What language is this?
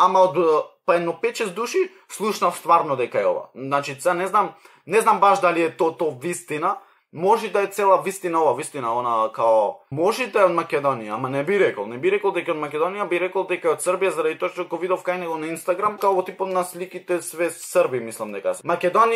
Macedonian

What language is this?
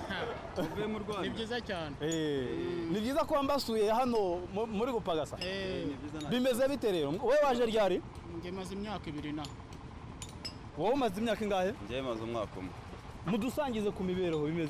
Kinyarwanda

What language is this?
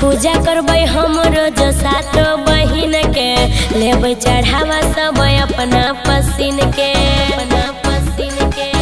Maithili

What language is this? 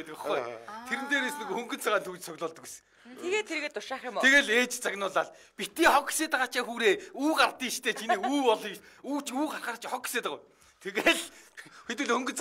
Mongolian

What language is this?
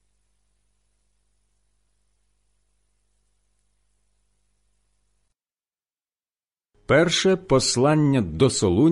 Ukrainian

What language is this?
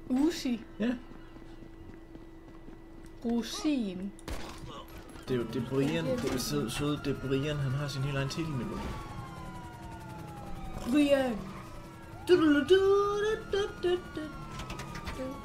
Danish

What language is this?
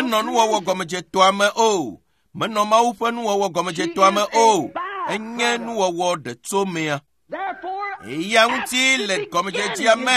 Ewe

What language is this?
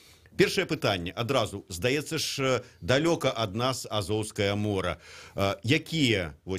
Belarusian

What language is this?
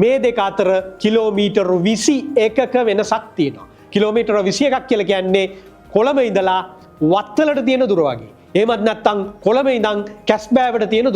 Sinhala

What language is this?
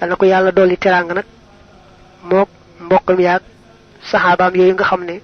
Wolof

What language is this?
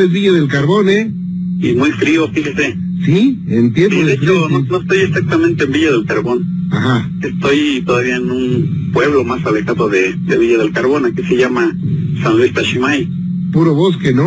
Spanish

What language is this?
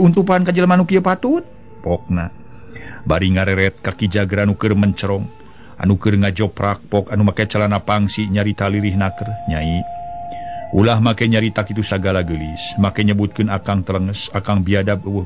Sundanese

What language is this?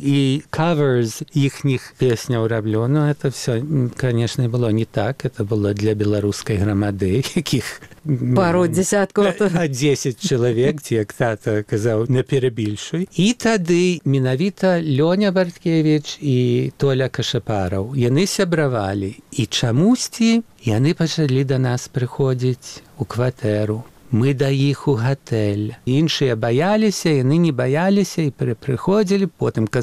Belarusian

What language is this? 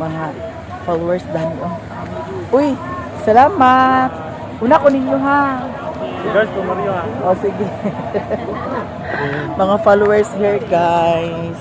Cebuano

